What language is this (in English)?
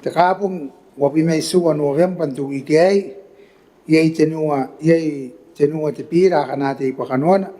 Gilbertese